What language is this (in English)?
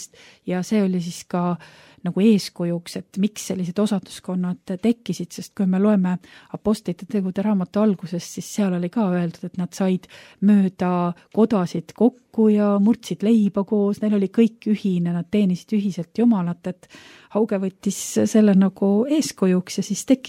Estonian